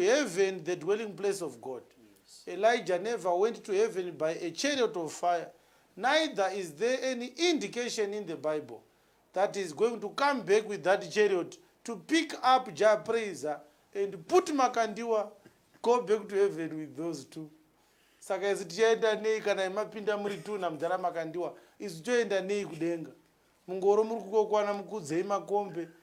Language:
Shona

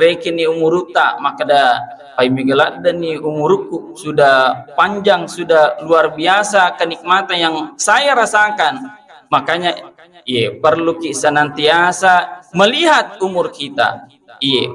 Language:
Buginese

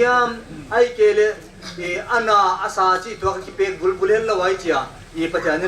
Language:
Tedim Chin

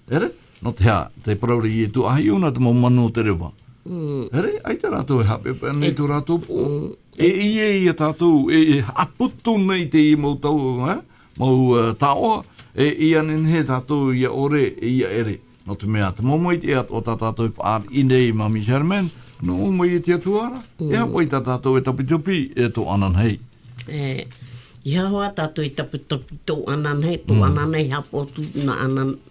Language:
Tahitian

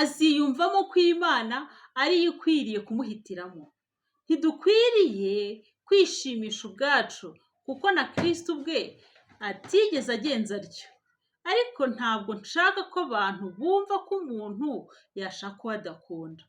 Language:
Kinyarwanda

